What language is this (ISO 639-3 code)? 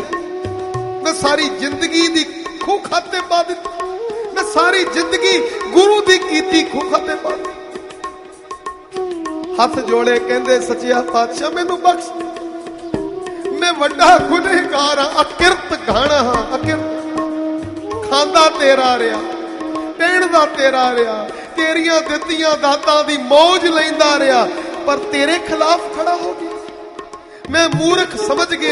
pan